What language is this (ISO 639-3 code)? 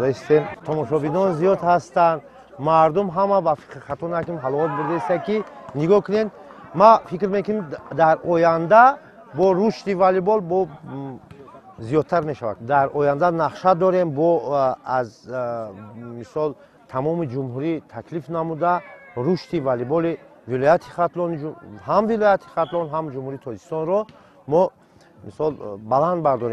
tgk